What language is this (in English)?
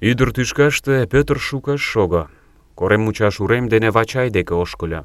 Mari